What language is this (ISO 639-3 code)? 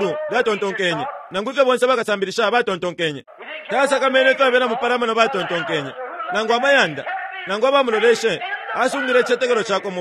bem